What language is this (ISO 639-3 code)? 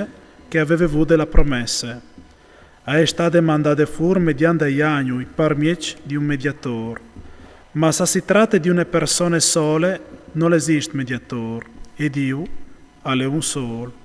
fur